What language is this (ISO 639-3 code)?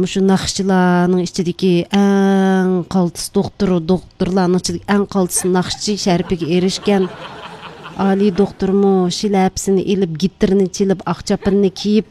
uig